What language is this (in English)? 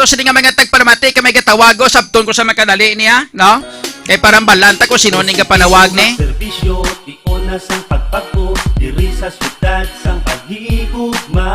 Hiligaynon